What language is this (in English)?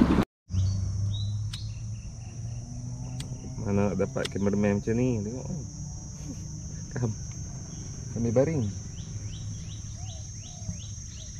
Malay